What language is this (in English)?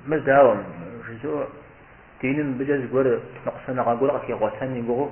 Kabardian